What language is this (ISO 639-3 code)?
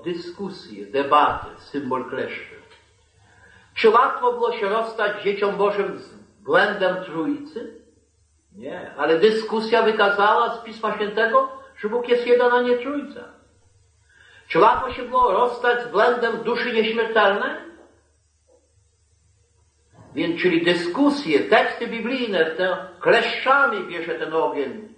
pol